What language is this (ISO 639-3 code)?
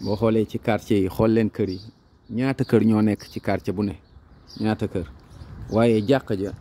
wol